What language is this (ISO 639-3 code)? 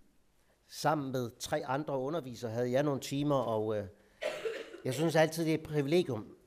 dan